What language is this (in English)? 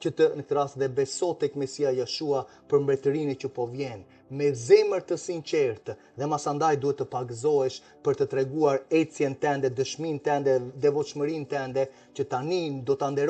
Albanian